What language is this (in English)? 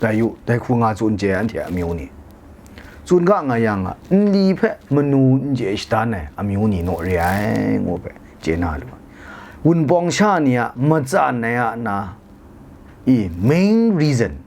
Kachin